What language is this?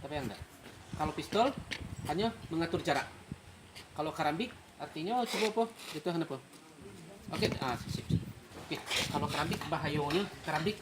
Minangkabau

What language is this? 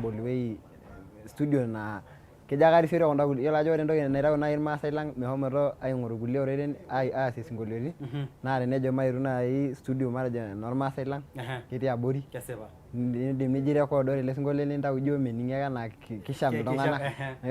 Masai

